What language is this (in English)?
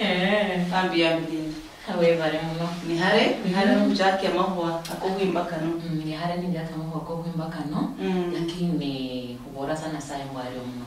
Luyia